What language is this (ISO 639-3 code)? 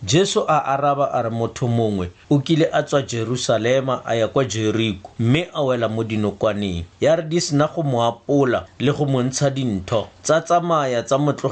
tsn